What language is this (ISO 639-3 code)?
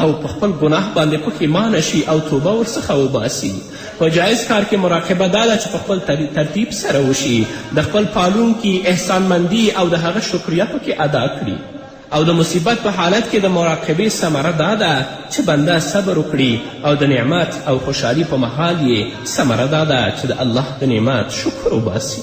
pus